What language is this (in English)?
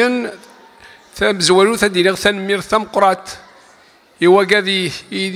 Kabyle